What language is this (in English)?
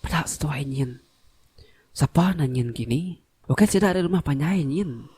Iban